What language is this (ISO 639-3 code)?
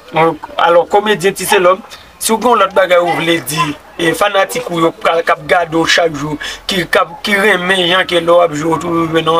hat